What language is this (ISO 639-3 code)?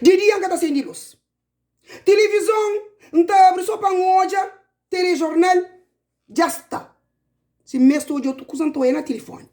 kea